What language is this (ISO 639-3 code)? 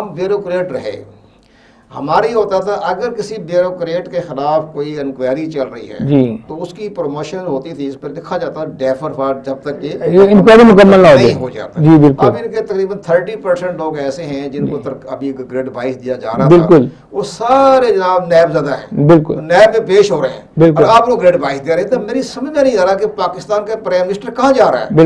urd